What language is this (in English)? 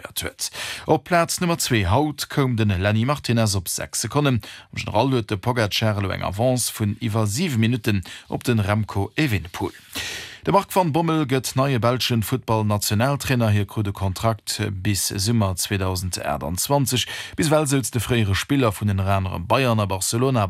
Luxembourgish